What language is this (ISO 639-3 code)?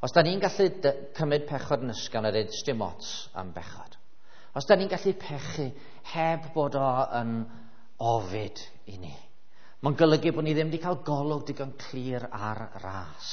cym